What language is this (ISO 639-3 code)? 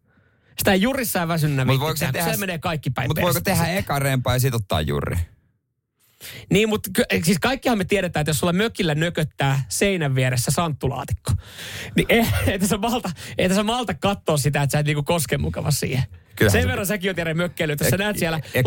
fin